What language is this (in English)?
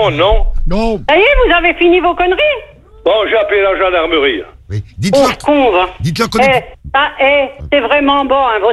French